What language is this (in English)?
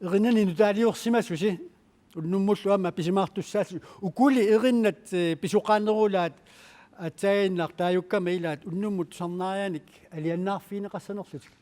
Kalaallisut